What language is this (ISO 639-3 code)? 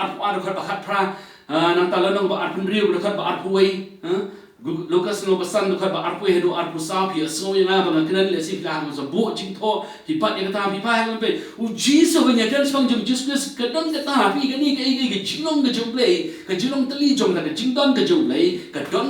kha